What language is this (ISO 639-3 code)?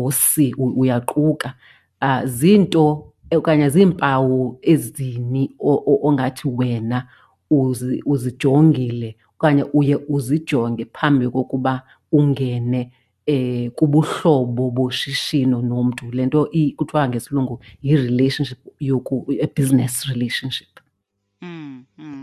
xho